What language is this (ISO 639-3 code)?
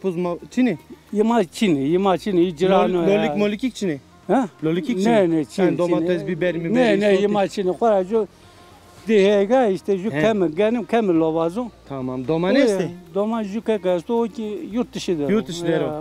zza